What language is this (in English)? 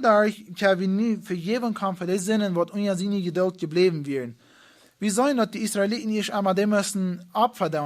Plautdietsch